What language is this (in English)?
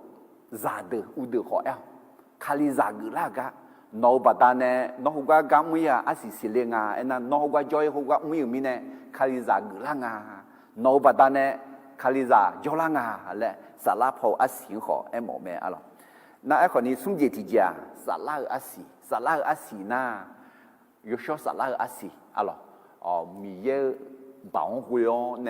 Akha